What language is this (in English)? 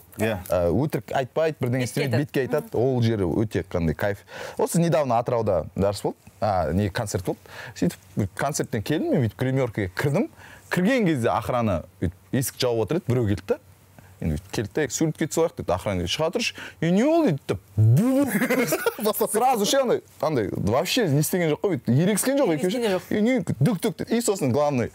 Kazakh